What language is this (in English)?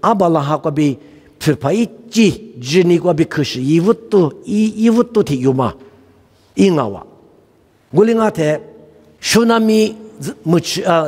Lisu